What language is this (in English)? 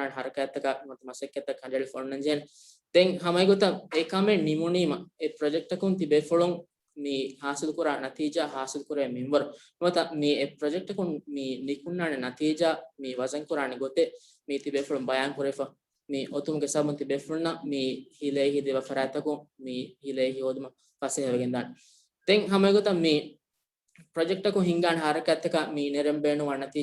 Divehi